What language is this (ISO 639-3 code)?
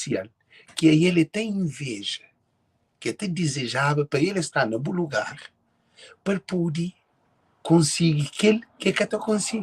kea